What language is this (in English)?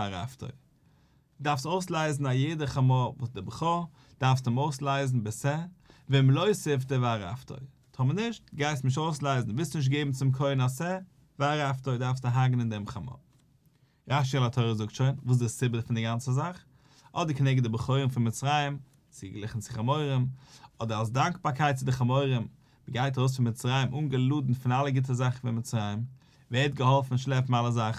Yiddish